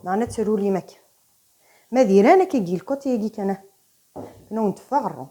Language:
Kabyle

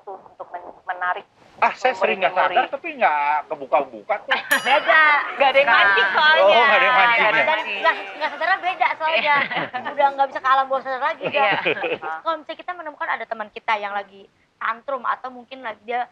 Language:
Indonesian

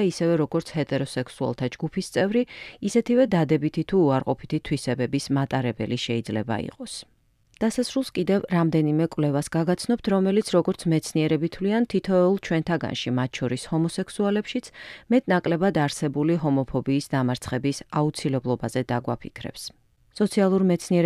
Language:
Georgian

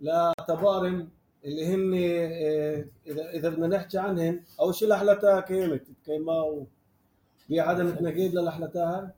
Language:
North Levantine Arabic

